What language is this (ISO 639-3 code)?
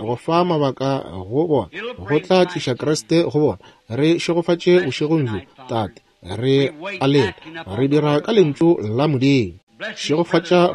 nso